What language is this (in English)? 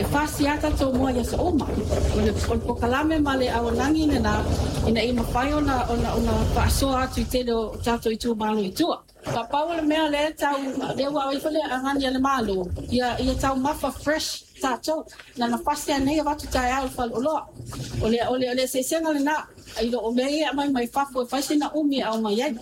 Samoan